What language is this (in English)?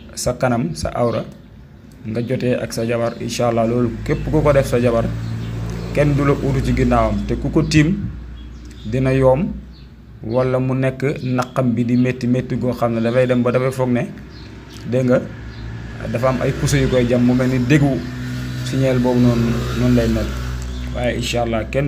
Wolof